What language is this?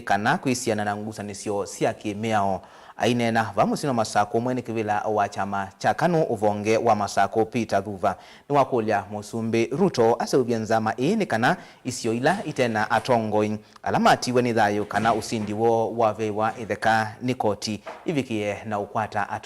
Kamba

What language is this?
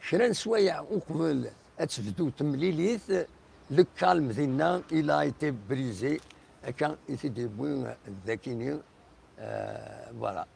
Kabyle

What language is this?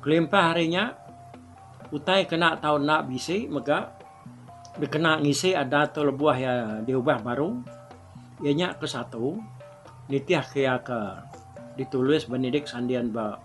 Iban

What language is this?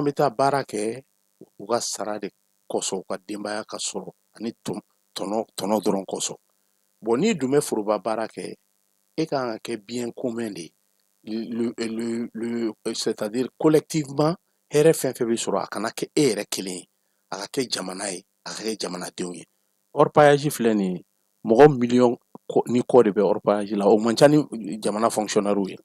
Bambara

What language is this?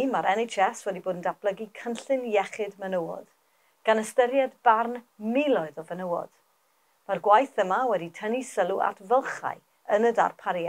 Welsh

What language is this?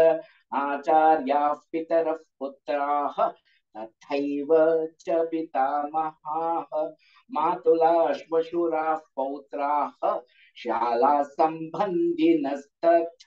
Sanskrit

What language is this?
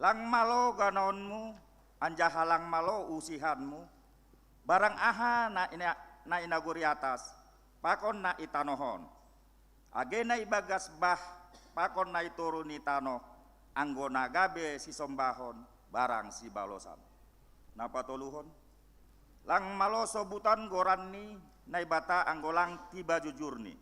Batak Simalungun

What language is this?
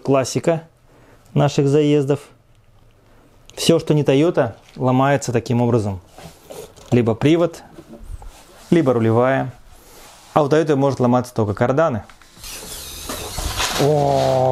Russian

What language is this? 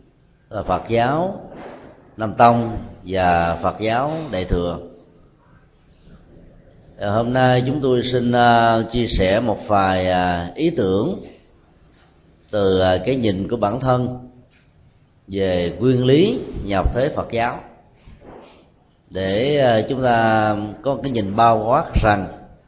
Vietnamese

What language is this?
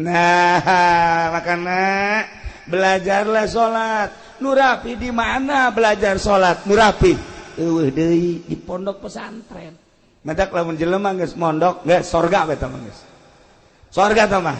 Sundanese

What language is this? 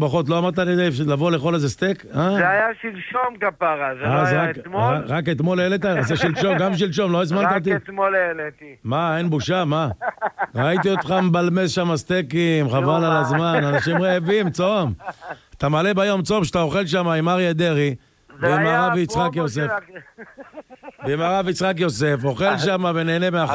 Hebrew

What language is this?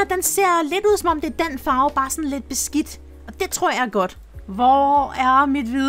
Danish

